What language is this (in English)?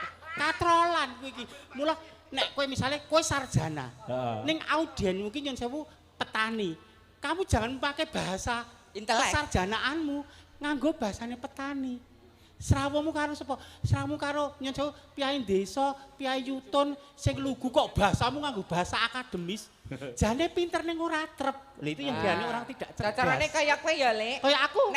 Javanese